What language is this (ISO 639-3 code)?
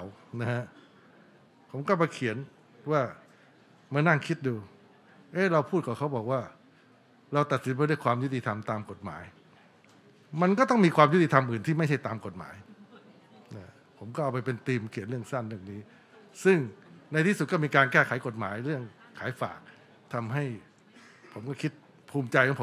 tha